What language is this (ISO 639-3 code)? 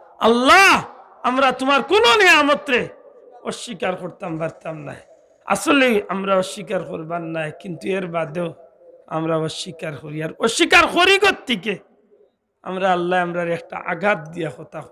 syl